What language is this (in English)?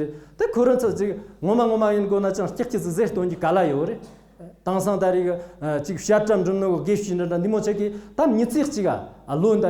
Tibetan